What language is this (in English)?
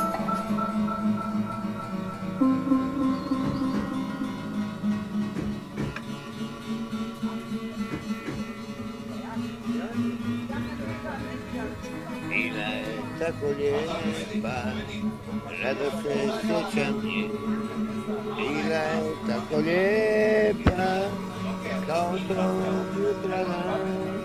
Croatian